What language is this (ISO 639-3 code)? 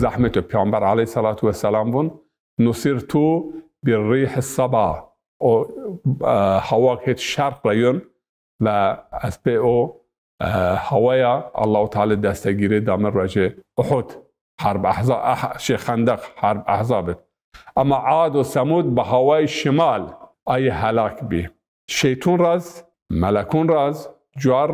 zza